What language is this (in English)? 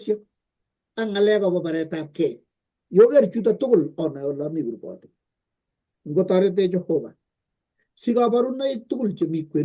Kalenjin